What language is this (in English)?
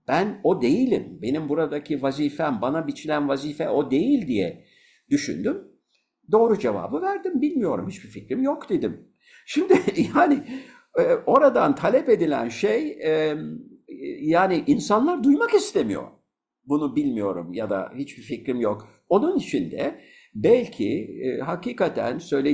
Turkish